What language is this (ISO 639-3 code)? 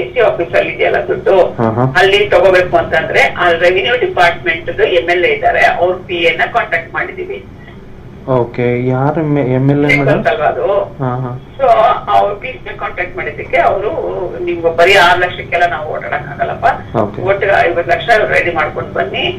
kan